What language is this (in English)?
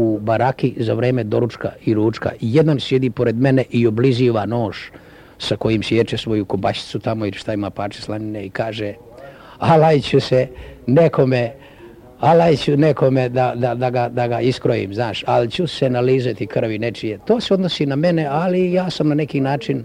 Serbian